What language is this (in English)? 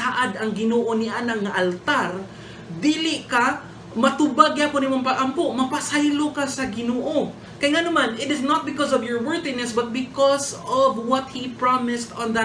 Cebuano